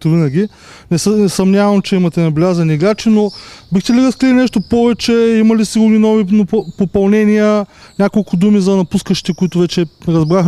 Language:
Bulgarian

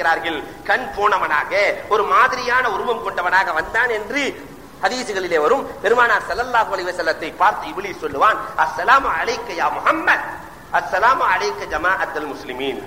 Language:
Tamil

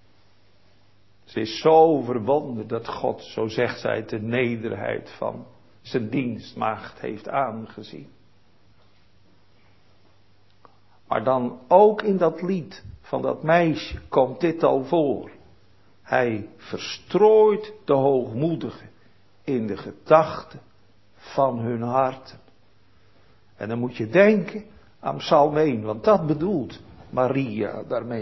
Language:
Dutch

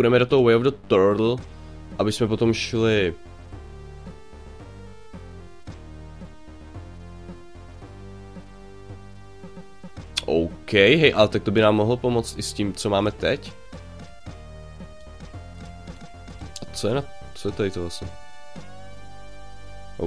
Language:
Czech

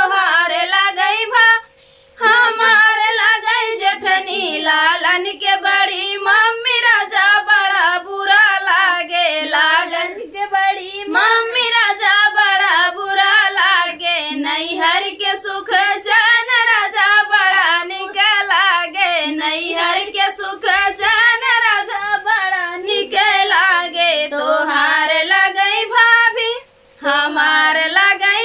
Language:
Bhojpuri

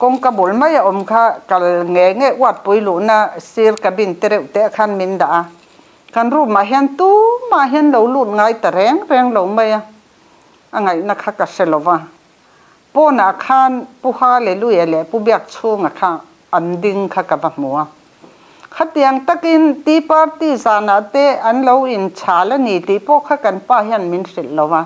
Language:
Mizo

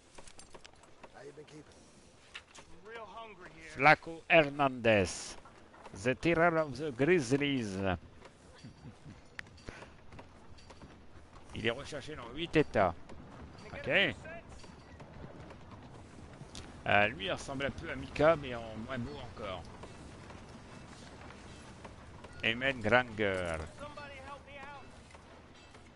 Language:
French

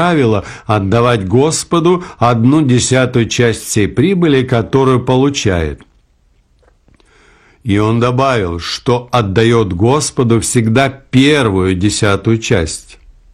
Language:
Russian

